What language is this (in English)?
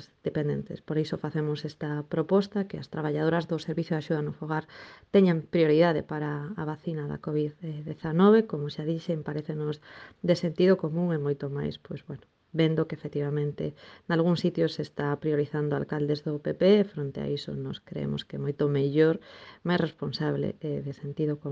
Galician